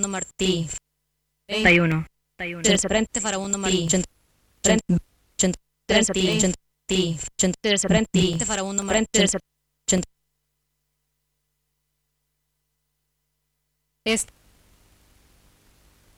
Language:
Spanish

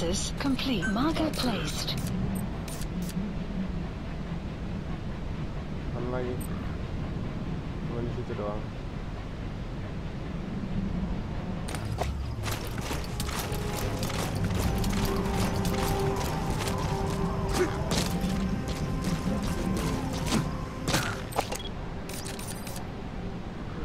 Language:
Indonesian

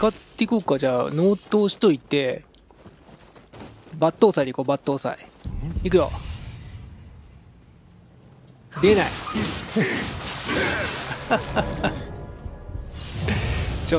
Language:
Japanese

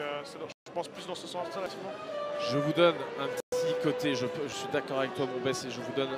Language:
French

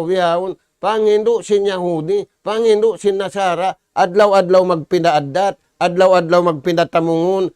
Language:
Tausug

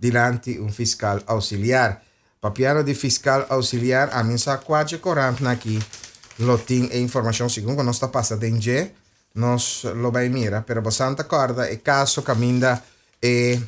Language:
Papiamento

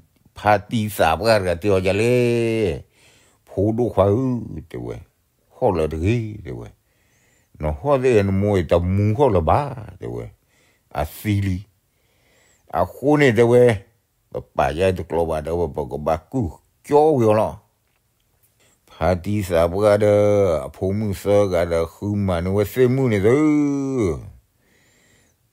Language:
S'gaw Karen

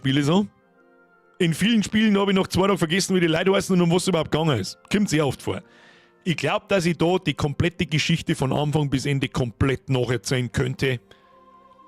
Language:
Bavarian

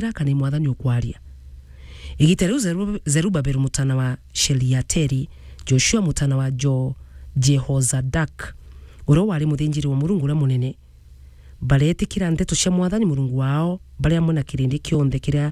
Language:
Meru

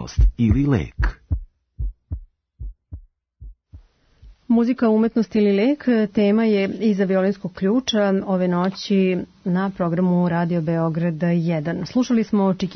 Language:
Serbian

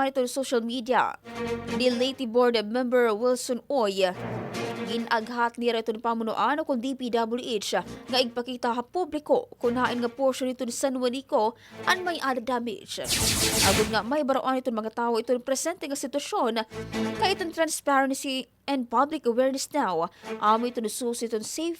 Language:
Waray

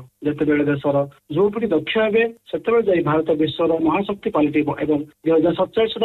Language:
Odia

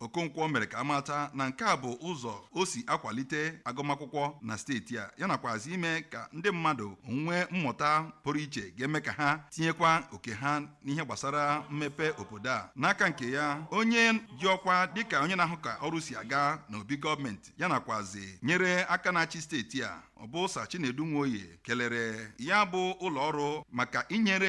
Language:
Igbo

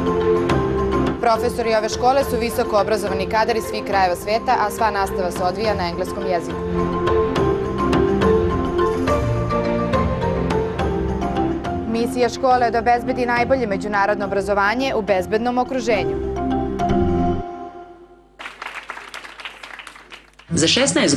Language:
Serbian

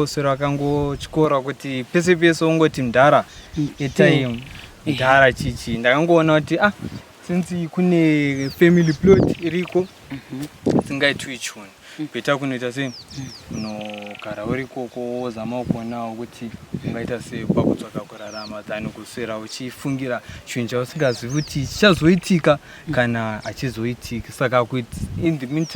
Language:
Shona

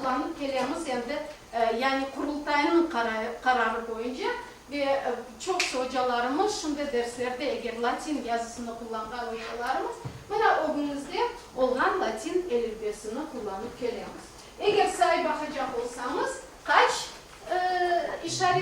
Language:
Crimean Tatar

